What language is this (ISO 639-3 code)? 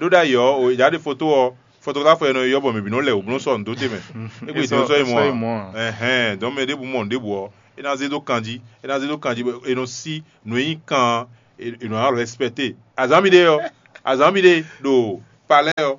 fon